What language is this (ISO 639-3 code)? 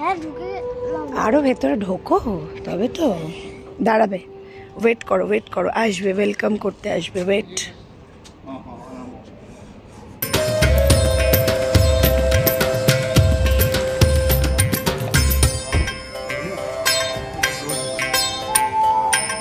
ben